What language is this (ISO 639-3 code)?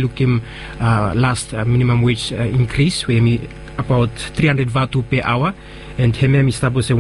bis